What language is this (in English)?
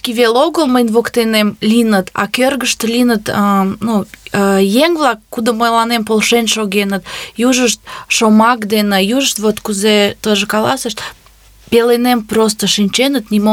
Mari